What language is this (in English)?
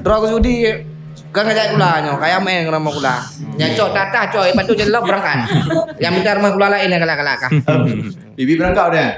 Achinese